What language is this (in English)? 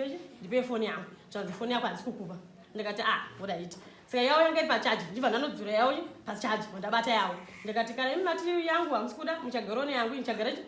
Shona